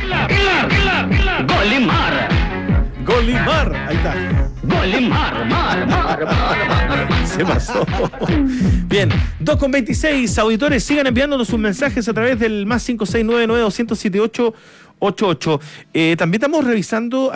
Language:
Spanish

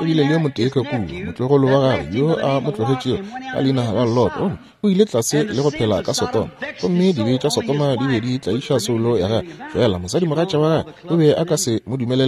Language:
Northern Sotho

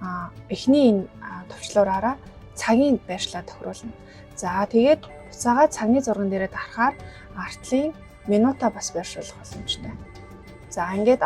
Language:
Mongolian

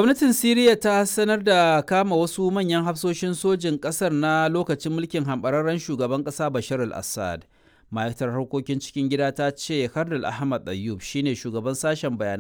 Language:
Hausa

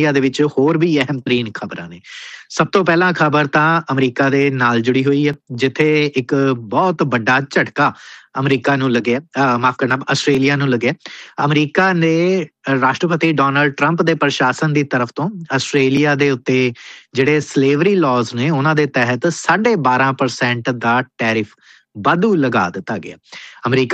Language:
Punjabi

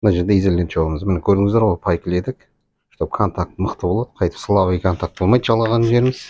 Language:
Kazakh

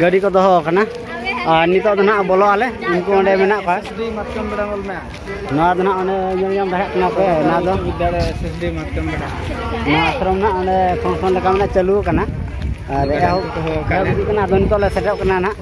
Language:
Santali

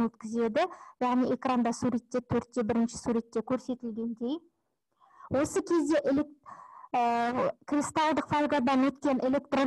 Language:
Kazakh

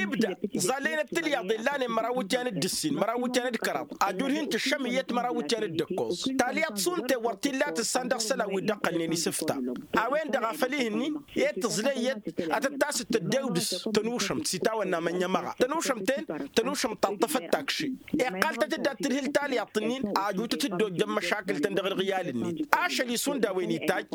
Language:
Tamasheq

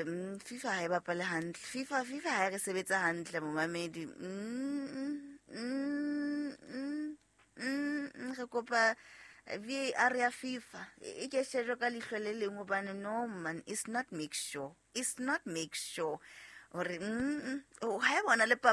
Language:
Southern Sotho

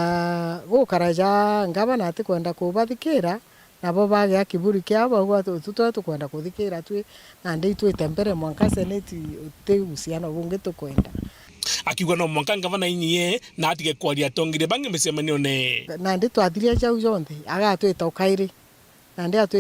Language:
Meru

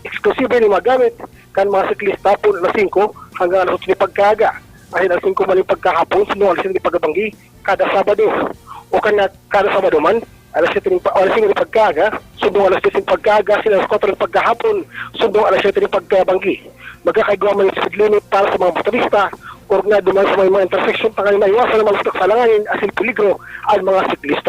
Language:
Bikol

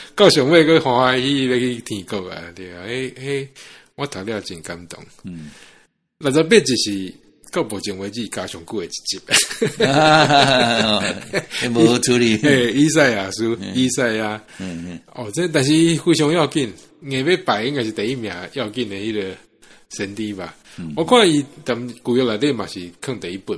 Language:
Min Nan Chinese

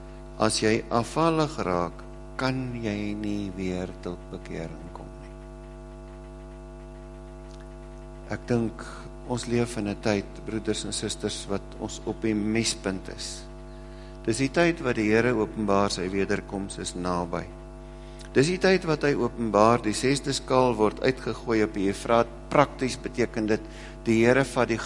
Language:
Afrikaans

